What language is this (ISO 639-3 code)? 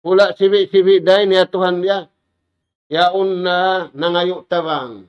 tsg